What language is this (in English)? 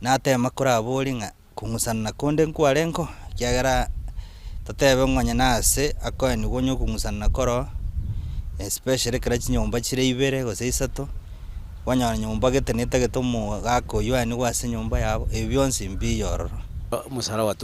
Gusii